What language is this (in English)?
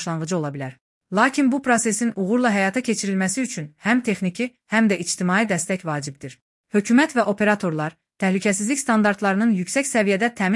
Azerbaijani